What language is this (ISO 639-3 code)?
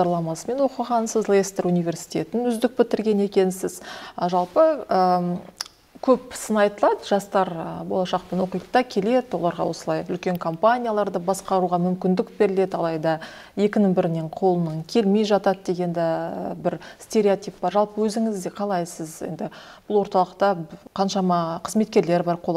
kaz